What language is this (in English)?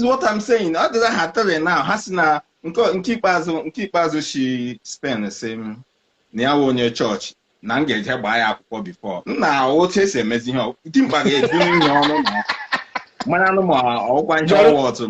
Igbo